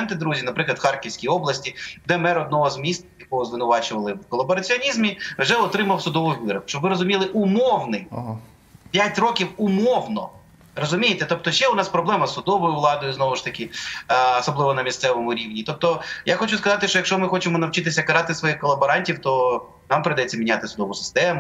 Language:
Ukrainian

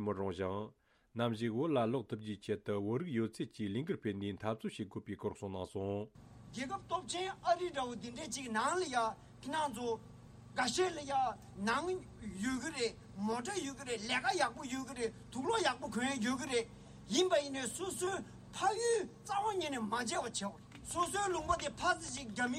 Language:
Tibetan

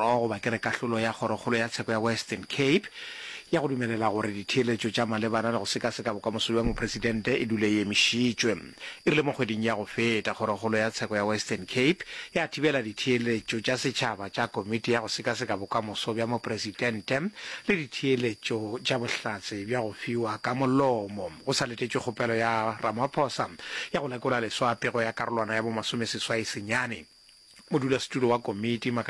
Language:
Northern Sotho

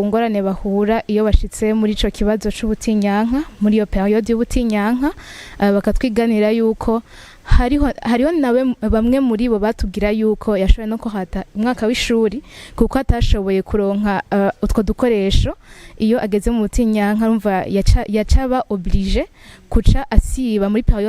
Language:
Rundi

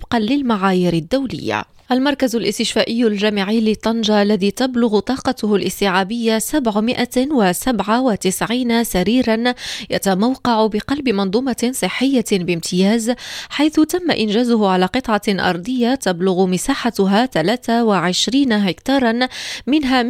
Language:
Arabic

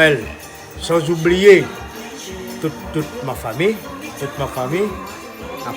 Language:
Réunion Creole French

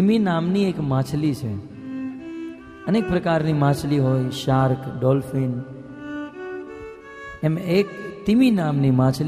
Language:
Gujarati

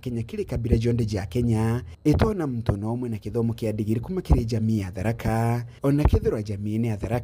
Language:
Meru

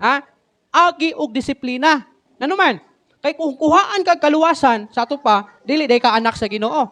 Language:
Cebuano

